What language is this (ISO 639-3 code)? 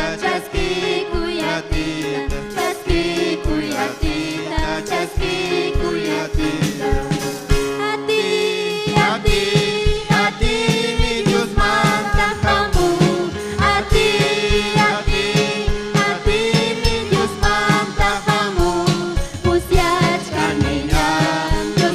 quy